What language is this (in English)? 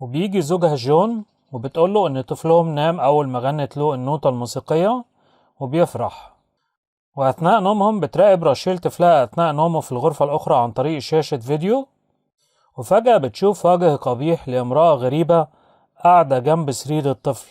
Egyptian Arabic